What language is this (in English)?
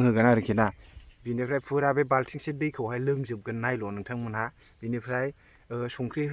Bodo